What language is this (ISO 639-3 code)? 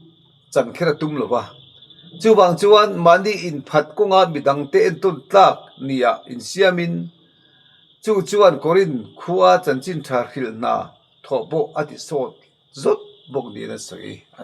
lus